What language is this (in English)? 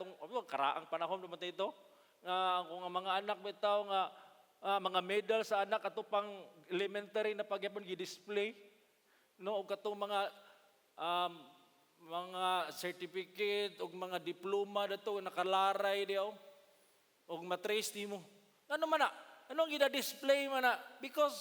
Cebuano